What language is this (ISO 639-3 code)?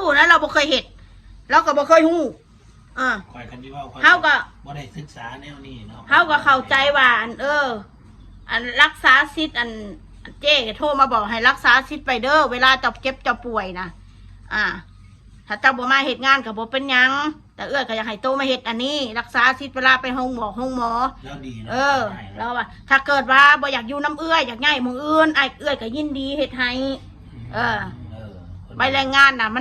tts